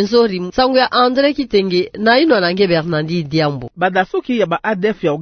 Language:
Kituba (Democratic Republic of Congo)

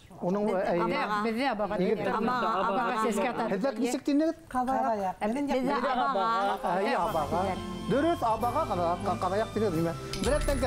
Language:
Bashkir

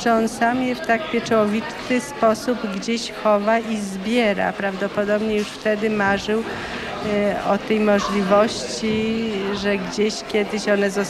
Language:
Polish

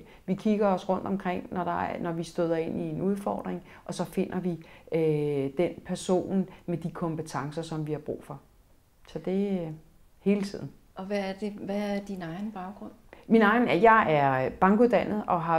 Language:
Danish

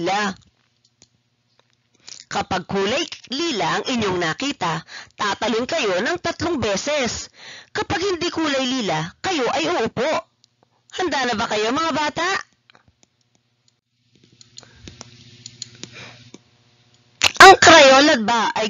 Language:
Filipino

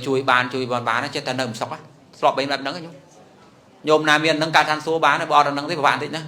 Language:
Khmer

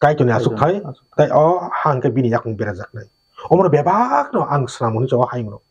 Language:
Kok Borok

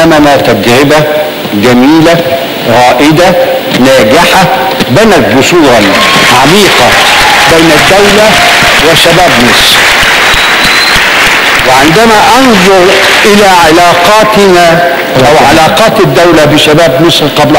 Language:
Arabic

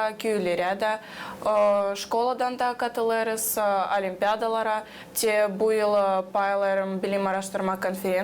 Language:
Gagauz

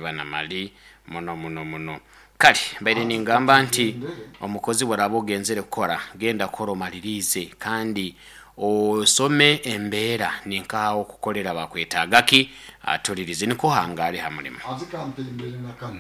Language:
Nyoro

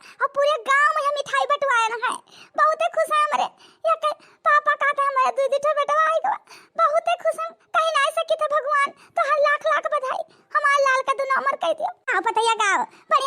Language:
Awadhi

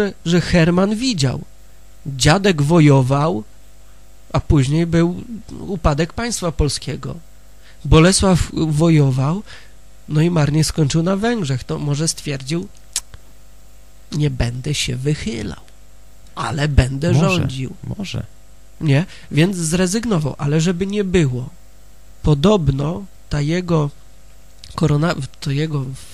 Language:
Polish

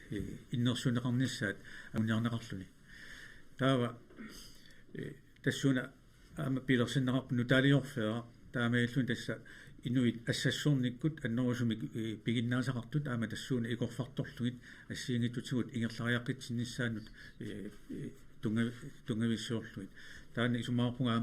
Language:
Kalaallisut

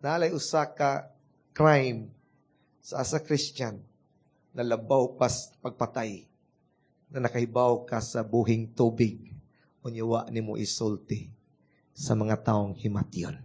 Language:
Cebuano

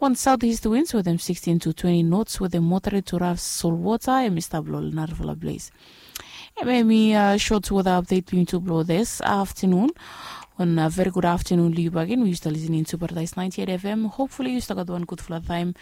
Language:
Bislama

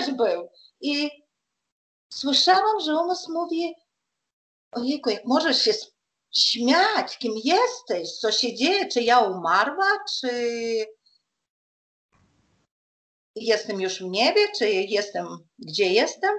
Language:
Polish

